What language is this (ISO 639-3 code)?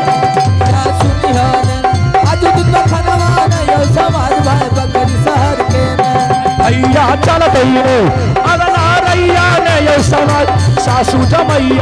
anp